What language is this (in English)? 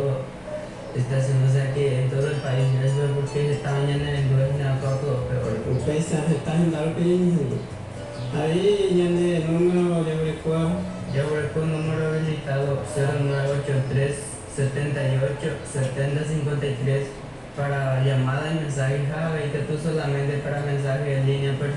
Guarani